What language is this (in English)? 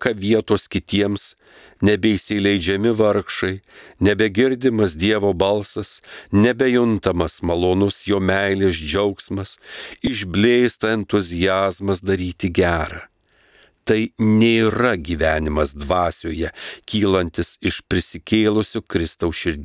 Lithuanian